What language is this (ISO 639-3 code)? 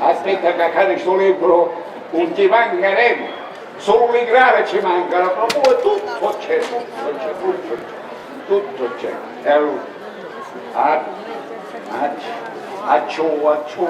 scn